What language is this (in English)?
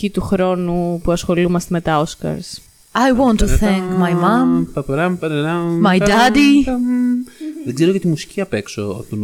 Greek